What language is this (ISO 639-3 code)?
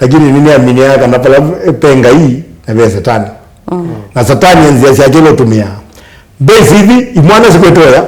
kam